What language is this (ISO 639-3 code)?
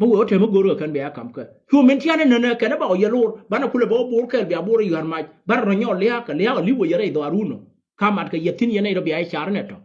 nus